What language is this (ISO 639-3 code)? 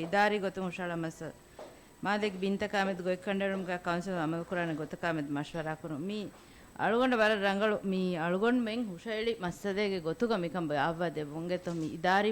div